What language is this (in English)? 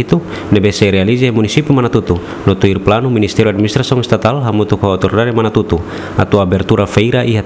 Tetum